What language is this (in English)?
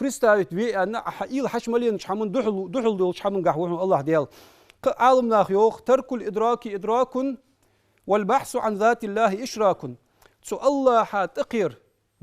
Ingush